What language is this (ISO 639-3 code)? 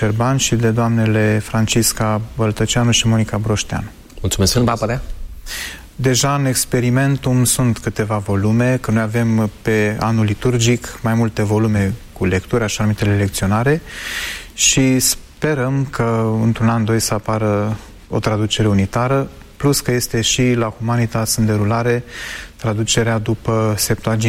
ron